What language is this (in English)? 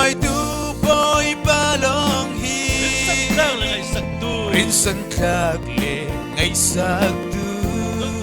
Falam Chin